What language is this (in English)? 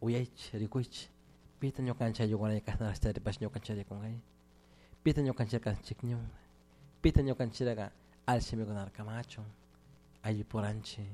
Chimborazo Highland Quichua